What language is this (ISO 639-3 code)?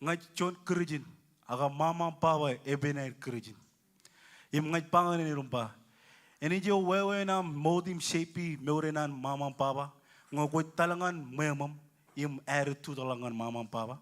mah